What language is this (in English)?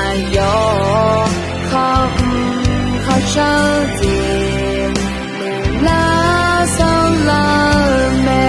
Akha